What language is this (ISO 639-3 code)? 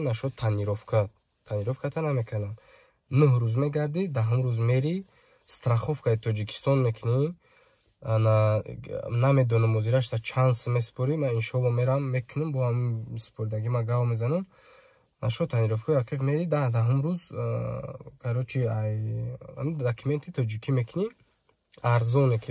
tgk